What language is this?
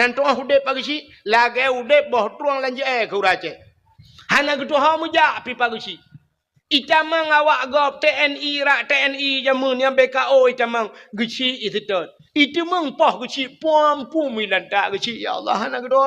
Achinese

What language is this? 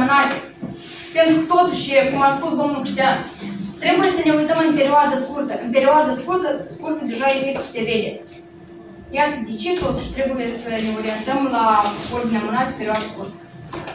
Romanian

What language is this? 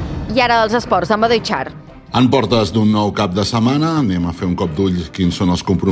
Catalan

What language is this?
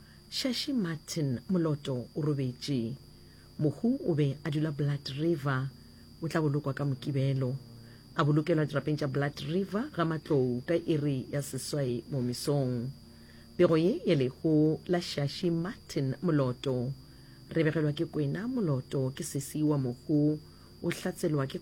Northern Sotho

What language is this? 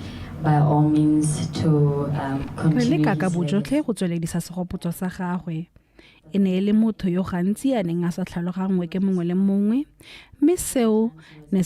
Tswana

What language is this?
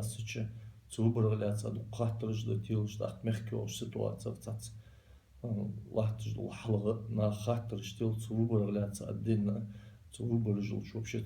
Ingush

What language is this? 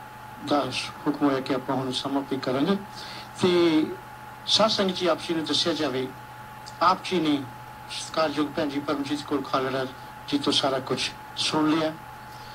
Punjabi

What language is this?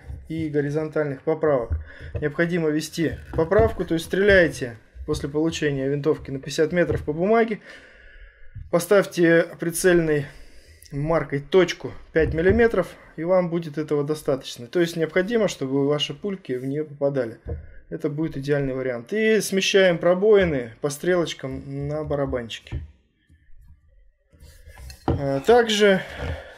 Russian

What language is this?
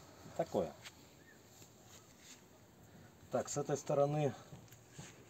Russian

